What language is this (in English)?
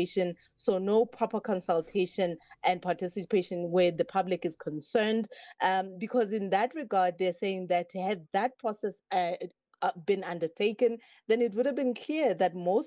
English